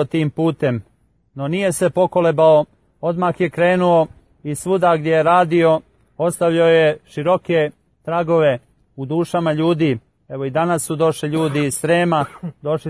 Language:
Serbian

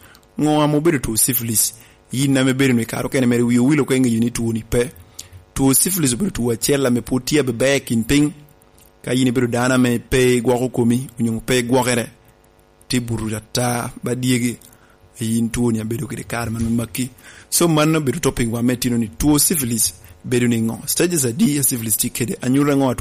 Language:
Lango (Uganda)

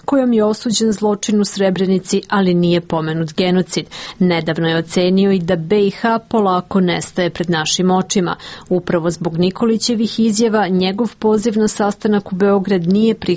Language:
Serbian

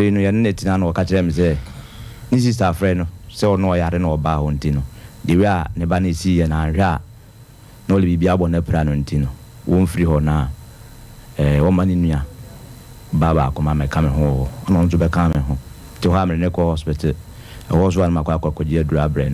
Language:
Akan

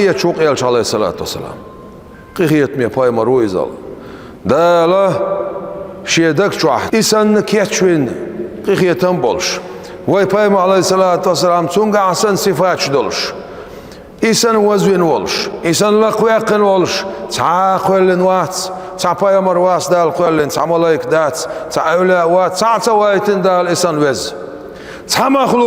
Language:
Chechen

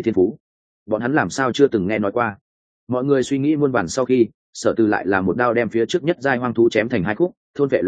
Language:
Vietnamese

